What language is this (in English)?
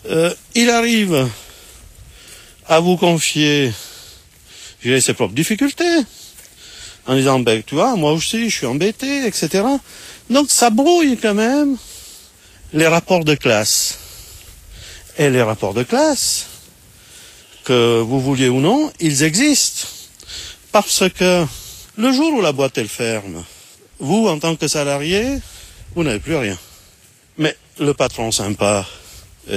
French